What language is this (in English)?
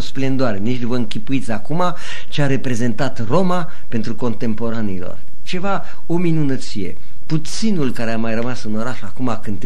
Romanian